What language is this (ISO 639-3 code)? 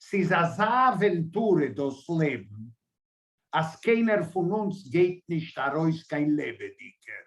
yid